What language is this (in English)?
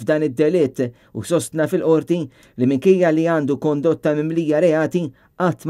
Maltese